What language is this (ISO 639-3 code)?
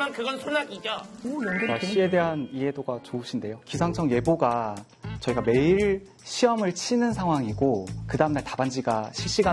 kor